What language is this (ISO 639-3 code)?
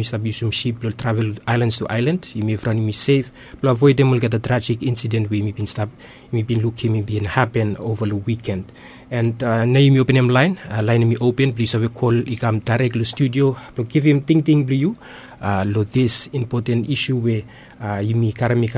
bis